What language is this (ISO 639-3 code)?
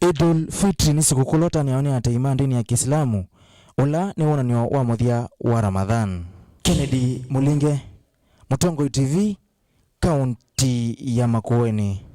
kam